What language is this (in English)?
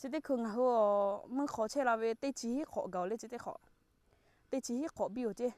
Lahu